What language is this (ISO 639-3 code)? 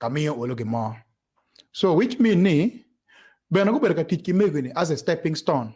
ach